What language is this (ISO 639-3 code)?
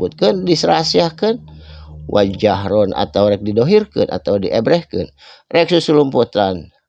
sun